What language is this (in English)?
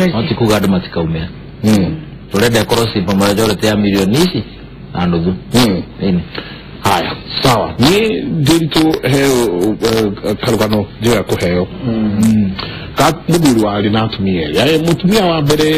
Kikuyu